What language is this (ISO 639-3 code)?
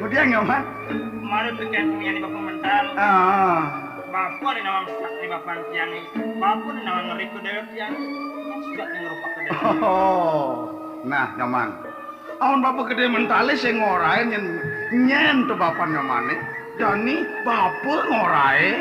ban